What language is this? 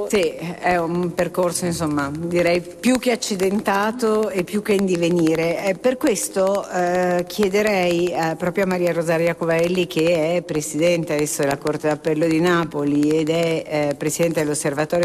Italian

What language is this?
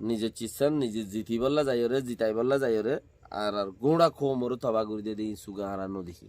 Rohingya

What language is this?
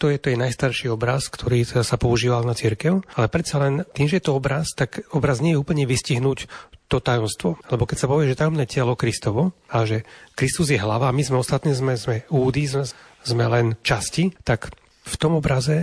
Slovak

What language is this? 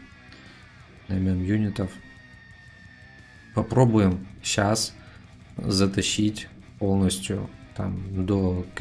Russian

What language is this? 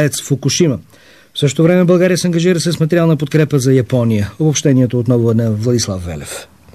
Bulgarian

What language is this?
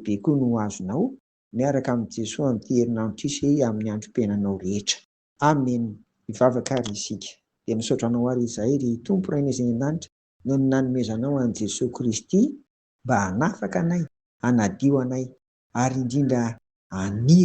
Malagasy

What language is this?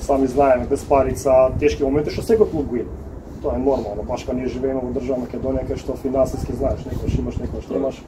Macedonian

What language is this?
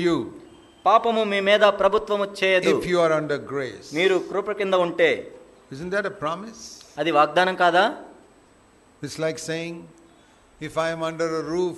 Telugu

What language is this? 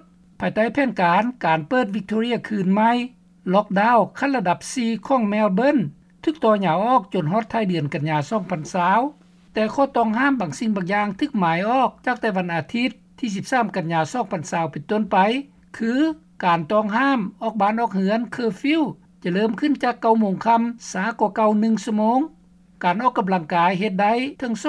Lao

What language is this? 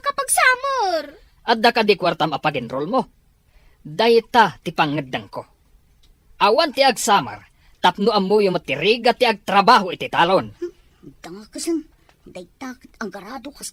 Iloko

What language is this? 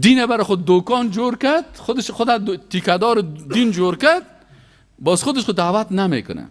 Persian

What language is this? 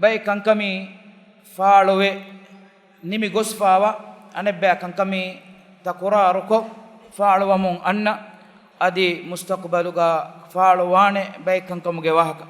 Divehi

